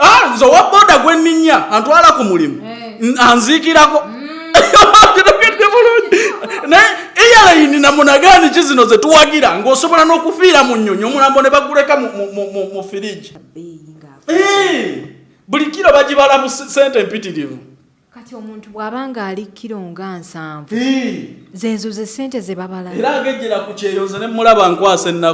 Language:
Ganda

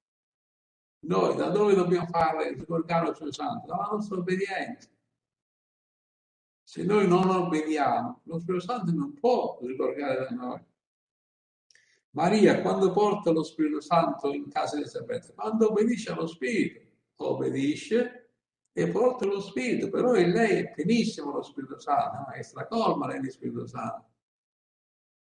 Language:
Italian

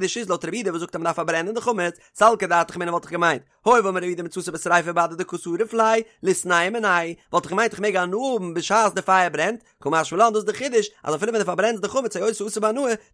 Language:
Yiddish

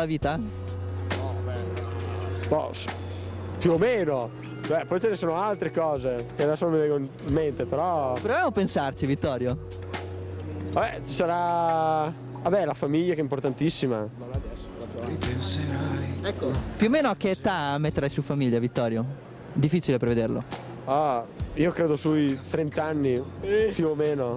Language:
Italian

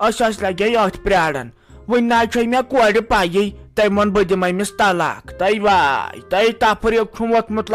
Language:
Kashmiri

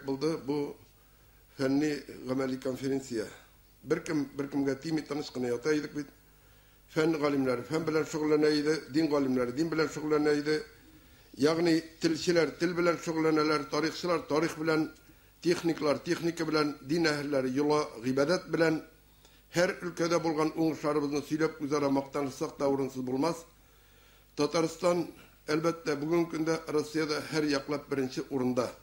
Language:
Tatar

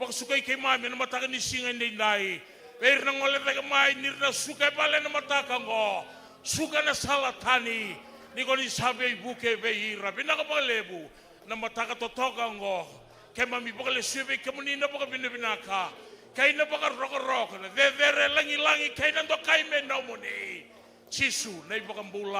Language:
Fijian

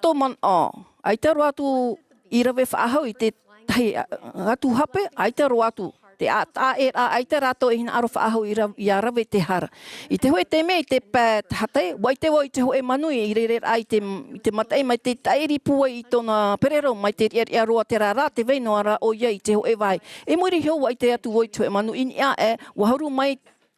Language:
Tahitian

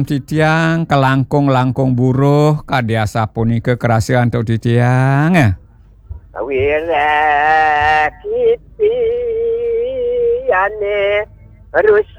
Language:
Balinese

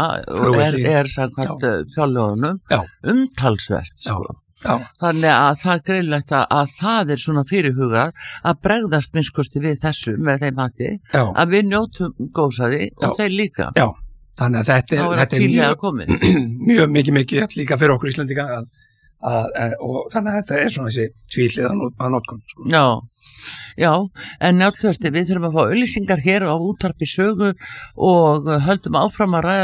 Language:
Icelandic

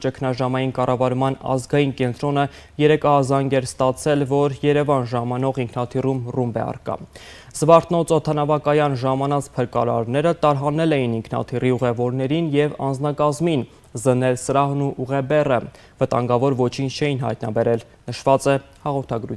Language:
Armenian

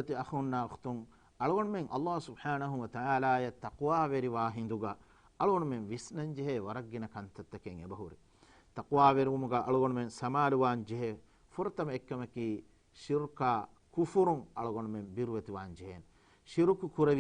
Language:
Divehi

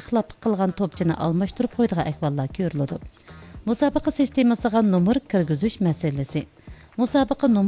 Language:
Uyghur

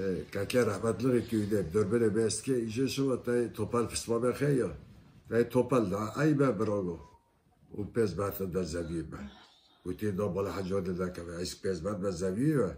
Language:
Kurdish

